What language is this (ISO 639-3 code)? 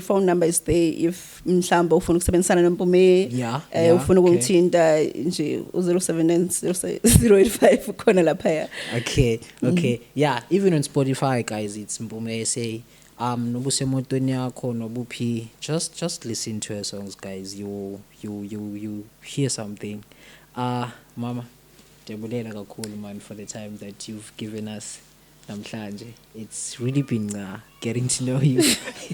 zul